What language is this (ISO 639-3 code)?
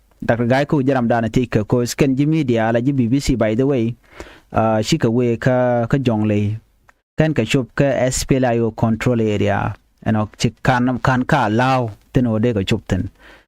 nus